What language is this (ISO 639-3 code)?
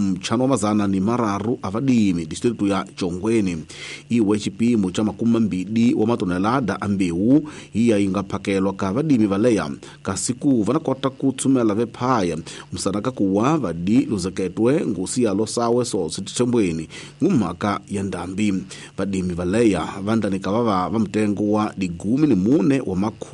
tso